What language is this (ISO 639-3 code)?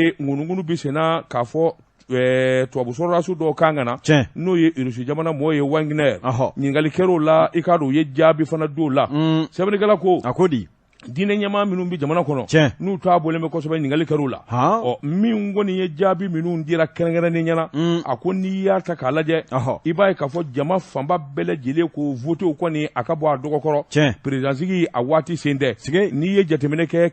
bam